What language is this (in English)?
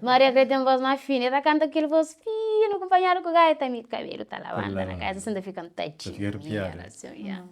Kabuverdianu